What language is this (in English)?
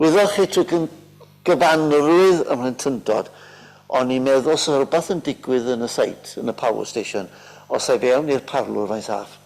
Welsh